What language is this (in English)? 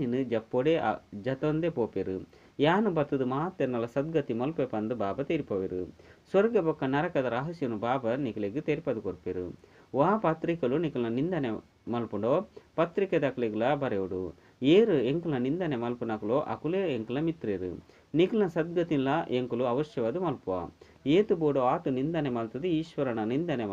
Tulu